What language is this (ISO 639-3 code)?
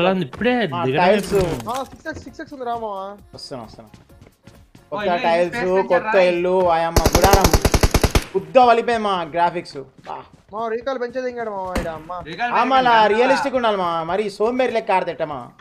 tel